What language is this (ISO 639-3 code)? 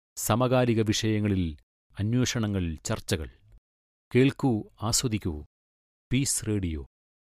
mal